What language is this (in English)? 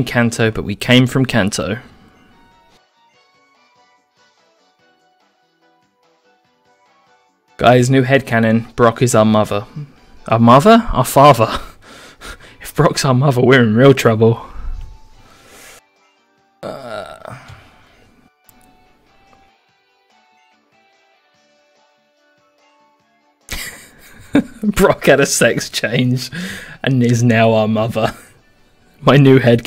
English